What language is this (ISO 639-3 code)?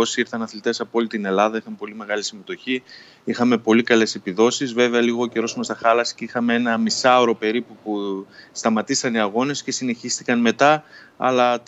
ell